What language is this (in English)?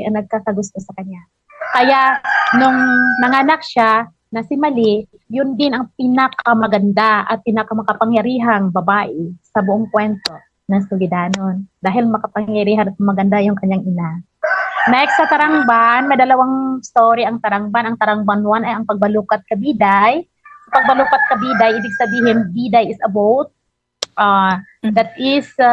Filipino